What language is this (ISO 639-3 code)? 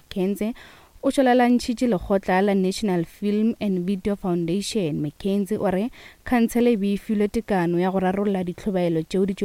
nso